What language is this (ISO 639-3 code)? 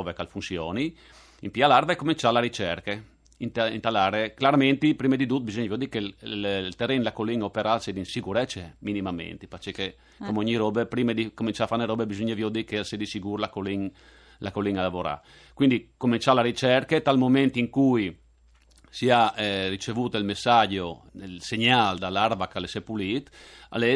fur